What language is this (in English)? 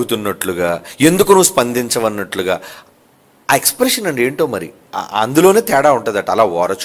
Telugu